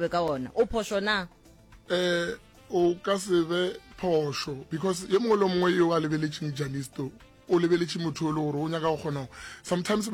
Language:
Northern Sotho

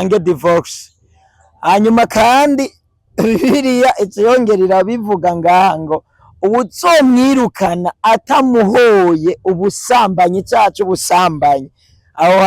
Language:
Rundi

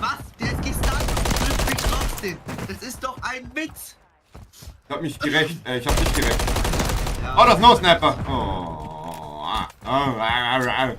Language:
Bavarian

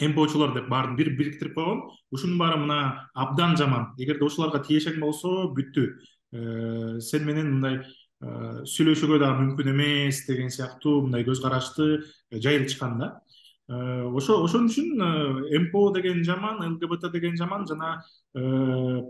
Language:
Kyrgyz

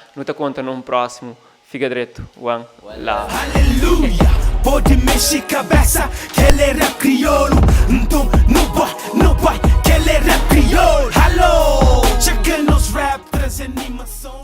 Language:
Kabuverdianu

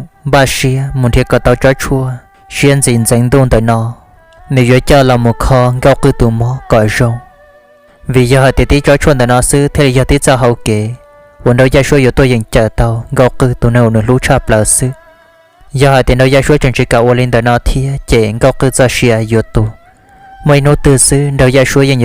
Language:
Hmong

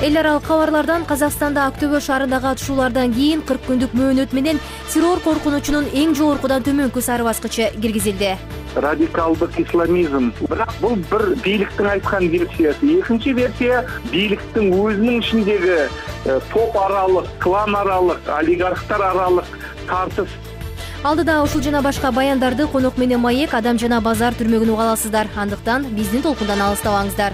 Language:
Kyrgyz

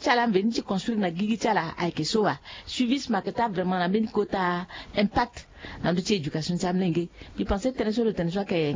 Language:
Sango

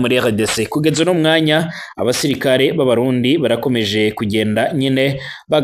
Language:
Rundi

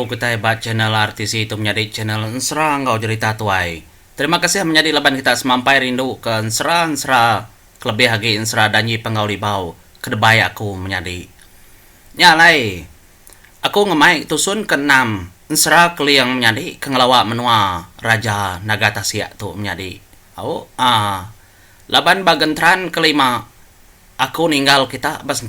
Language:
Iban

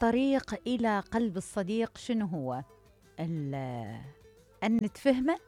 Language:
Mesopotamian Arabic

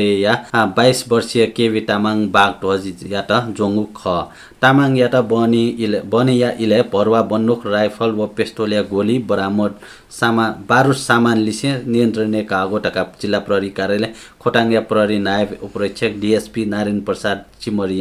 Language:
Newari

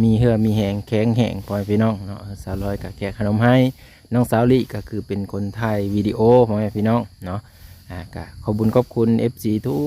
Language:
Lao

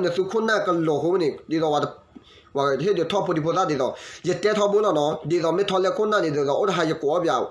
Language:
S'gaw Karen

